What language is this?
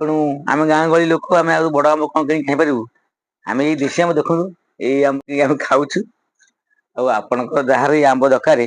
Odia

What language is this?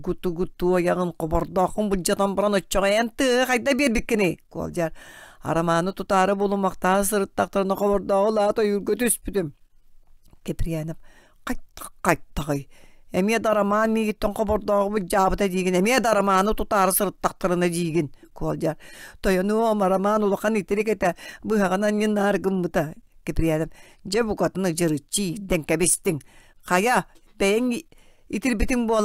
Yakut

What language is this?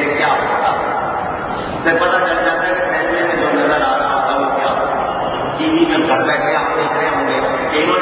Urdu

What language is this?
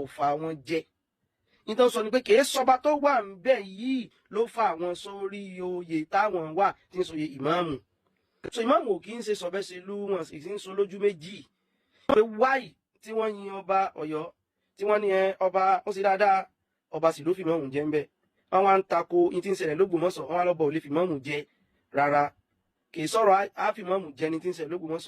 Yoruba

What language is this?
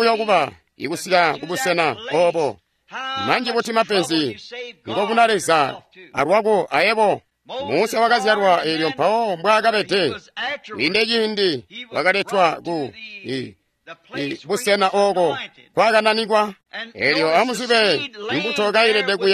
Tonga (Zambia)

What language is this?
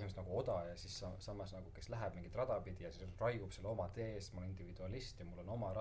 Estonian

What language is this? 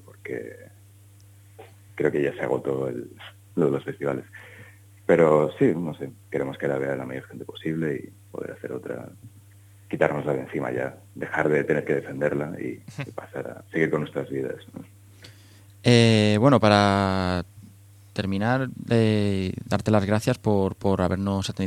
Spanish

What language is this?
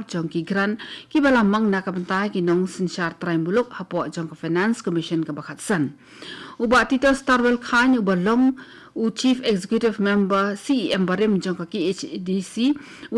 Khasi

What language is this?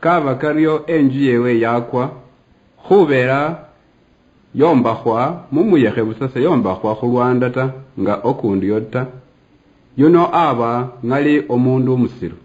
Luyia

